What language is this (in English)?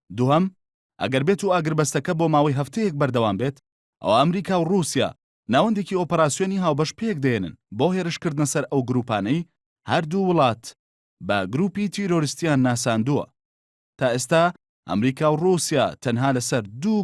Central Kurdish